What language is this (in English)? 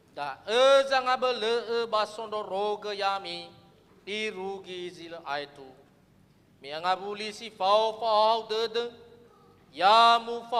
Nias